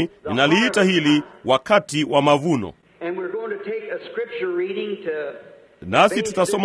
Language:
Swahili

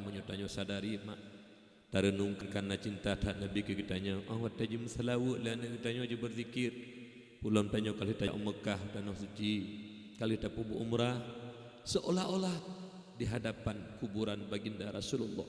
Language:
Achinese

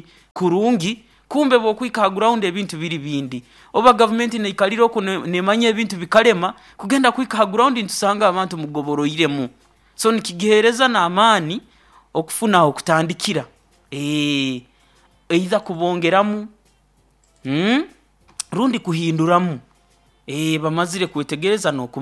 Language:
Nyoro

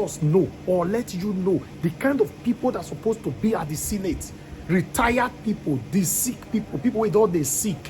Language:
Nigerian Pidgin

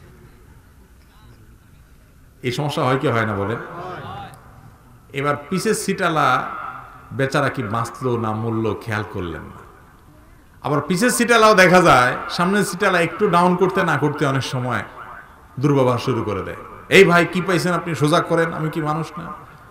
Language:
Bangla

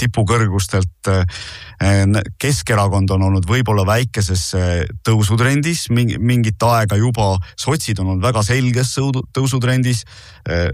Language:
Estonian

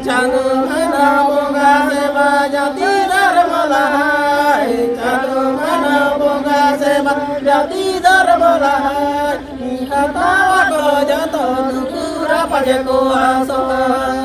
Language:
Santali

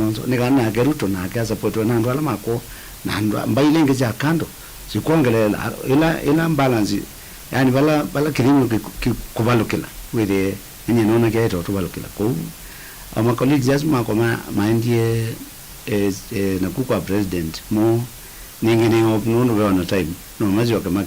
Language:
Kamba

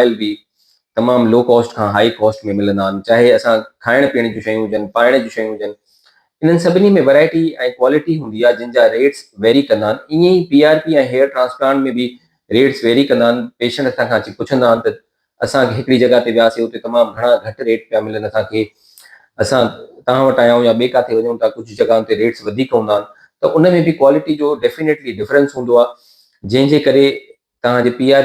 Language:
Sindhi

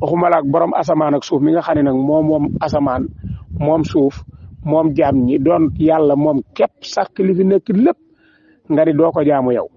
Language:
Wolof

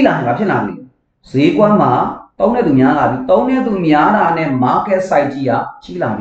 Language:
Burmese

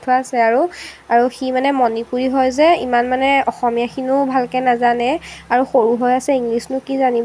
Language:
Assamese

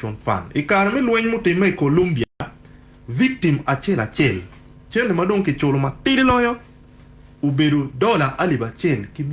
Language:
Acoli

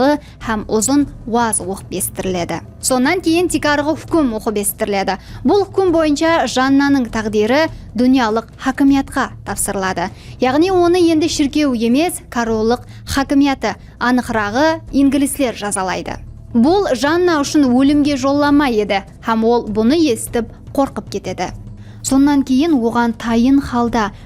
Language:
Kara-Kalpak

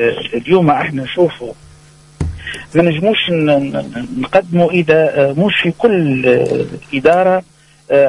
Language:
Tunisian Arabic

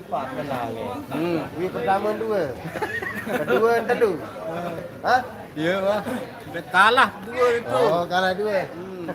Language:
Sasak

